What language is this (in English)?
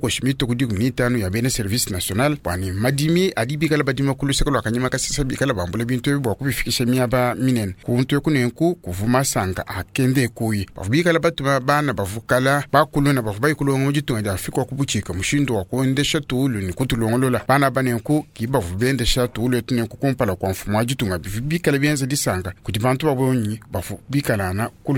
Luba-Lulua